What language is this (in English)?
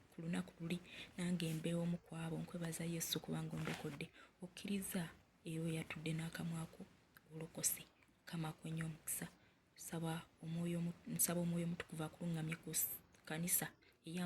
Ganda